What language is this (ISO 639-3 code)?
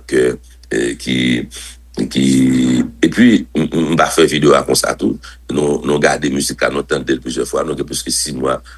hat